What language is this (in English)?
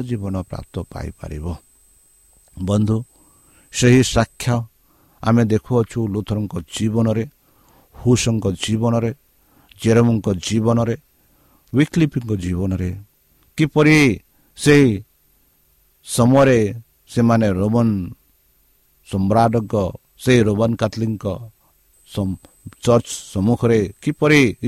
Odia